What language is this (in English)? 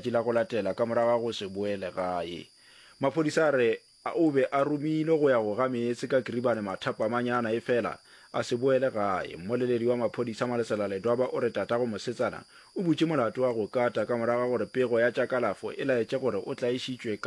Northern Sotho